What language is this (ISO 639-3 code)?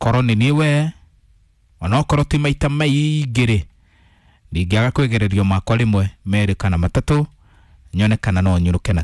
kik